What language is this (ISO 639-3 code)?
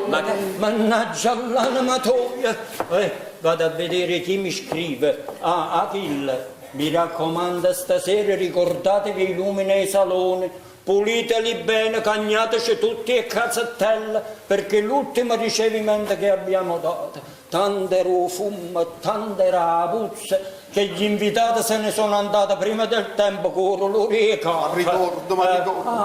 nap